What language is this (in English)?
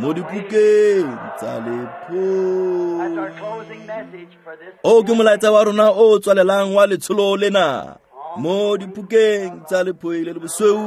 Tswana